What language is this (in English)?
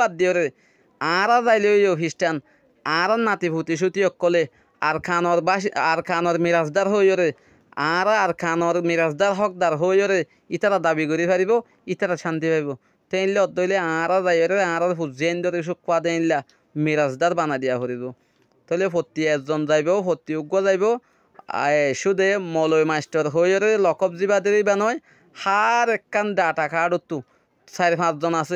Rohingya